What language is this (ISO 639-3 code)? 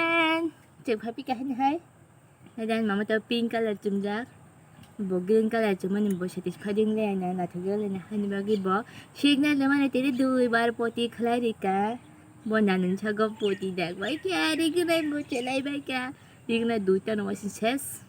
trp